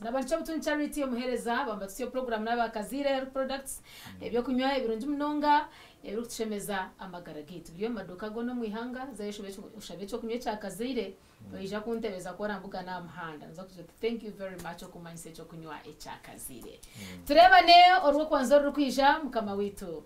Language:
Nyankole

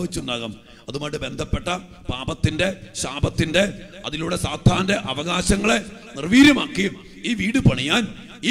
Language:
Malayalam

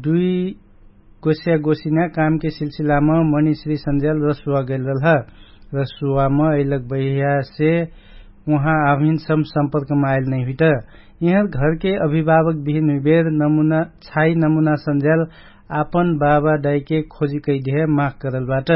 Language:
Dangaura Tharu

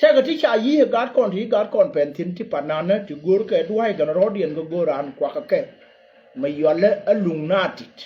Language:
Nuer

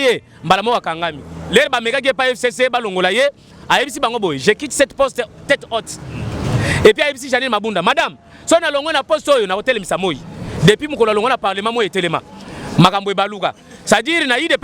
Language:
Lingala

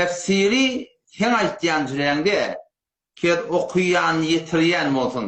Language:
Turkmen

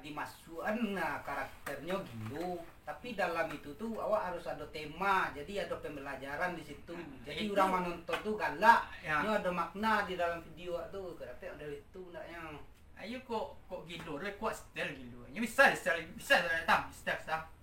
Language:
Minangkabau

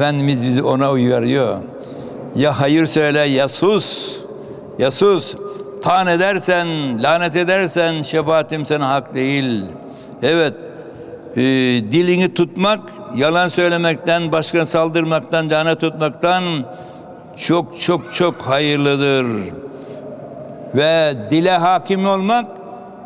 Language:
Turkish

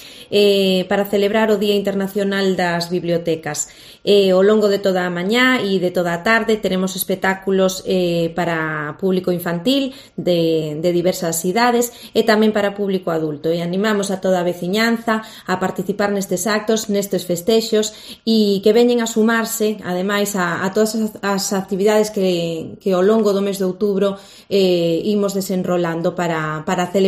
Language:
Galician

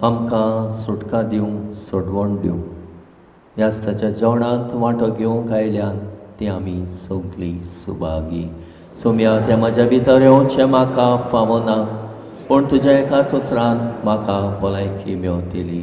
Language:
Konkani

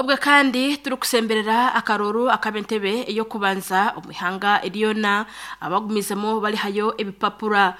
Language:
Nyankole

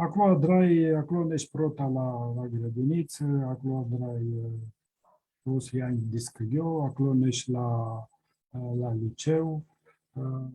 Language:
Aromanian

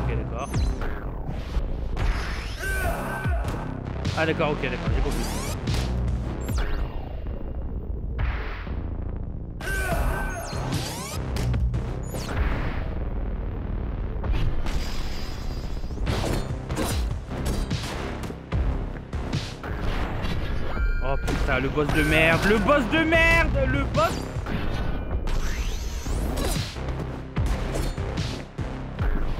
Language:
French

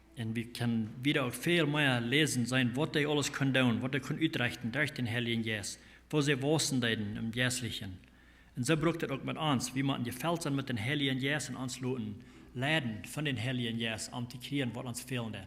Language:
Plautdietsch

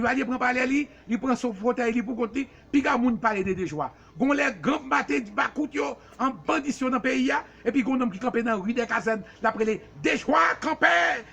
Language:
Haitian Creole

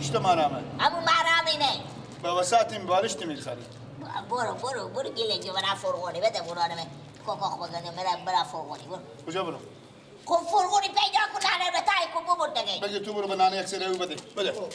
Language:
Persian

